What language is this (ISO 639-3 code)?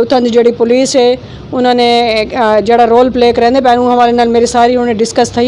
skr